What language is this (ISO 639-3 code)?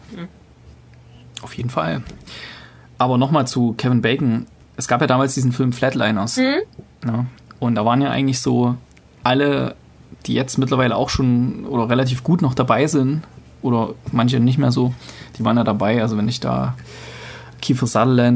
deu